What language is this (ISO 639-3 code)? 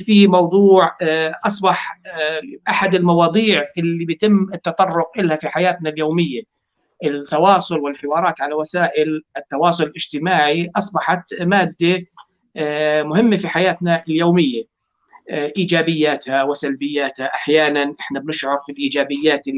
apc